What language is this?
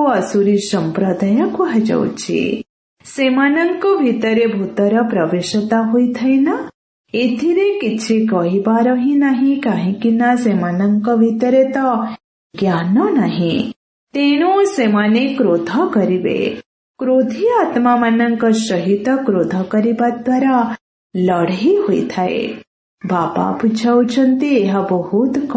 Odia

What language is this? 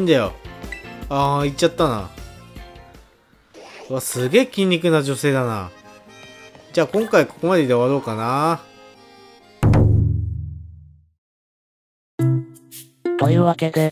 Japanese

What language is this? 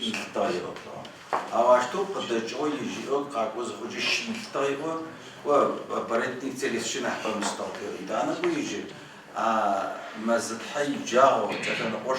Adyghe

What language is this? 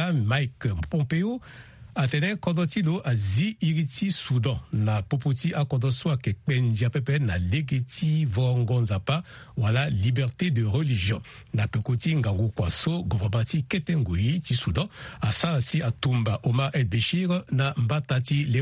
Sango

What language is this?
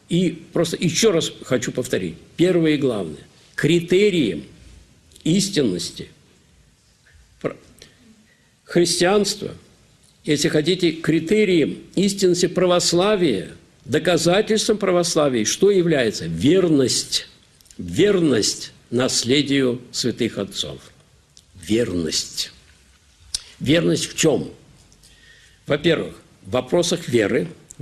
Russian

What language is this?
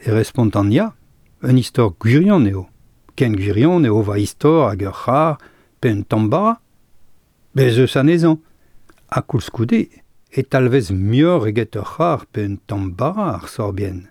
Breton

